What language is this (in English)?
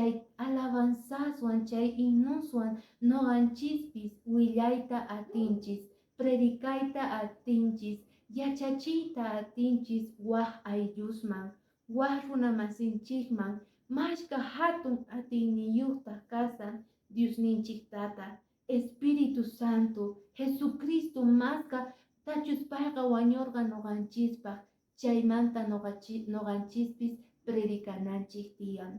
Quechua